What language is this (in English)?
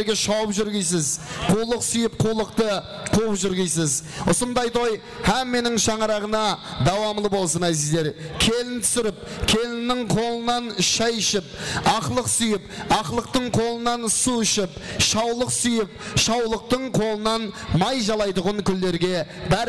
Kara-Kalpak